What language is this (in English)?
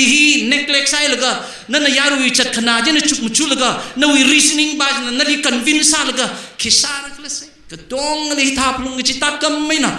Tangkhul Naga (India)